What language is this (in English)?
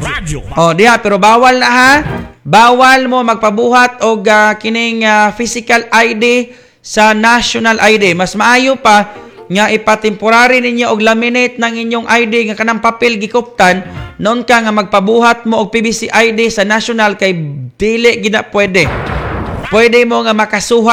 Cebuano